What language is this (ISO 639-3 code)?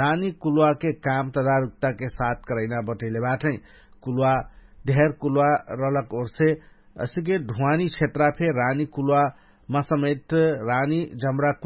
thl